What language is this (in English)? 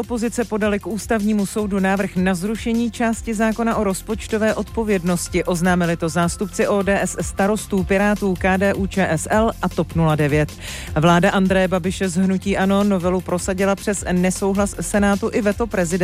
Czech